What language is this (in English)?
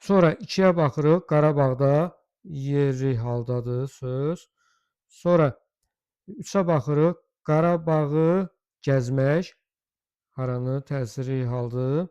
Azerbaijani